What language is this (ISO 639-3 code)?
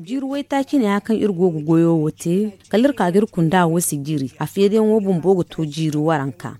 dje